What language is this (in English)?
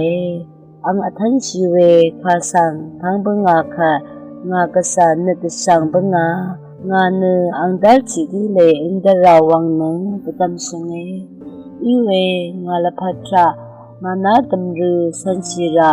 Rawang